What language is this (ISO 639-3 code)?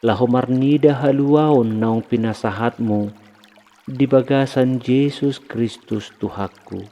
bbc